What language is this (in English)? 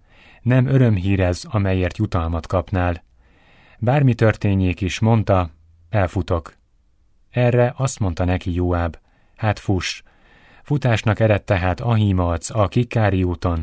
Hungarian